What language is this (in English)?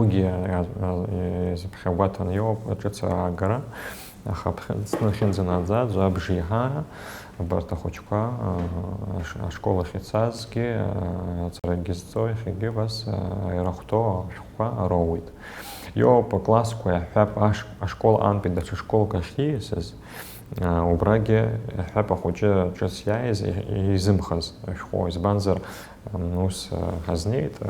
Abkhazian